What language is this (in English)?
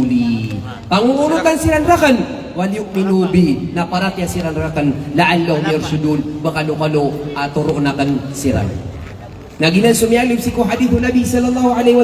Maranao